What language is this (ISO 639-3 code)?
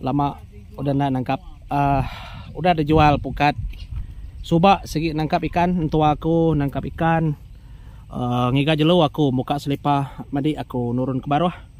iba